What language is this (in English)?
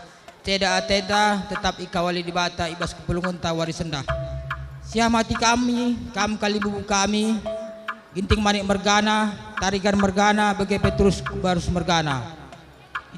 Batak Karo